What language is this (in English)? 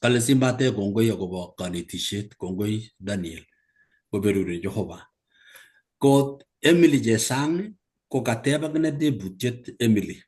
Kalenjin